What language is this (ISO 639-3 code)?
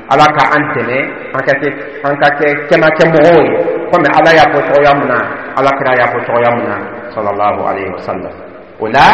dyu